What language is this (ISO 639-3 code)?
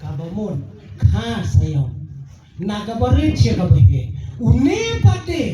kha